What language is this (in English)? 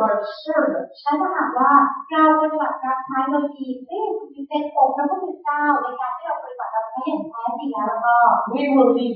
Thai